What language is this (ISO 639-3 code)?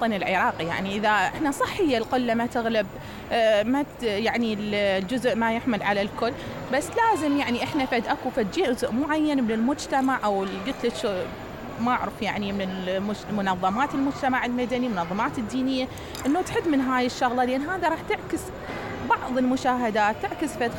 acm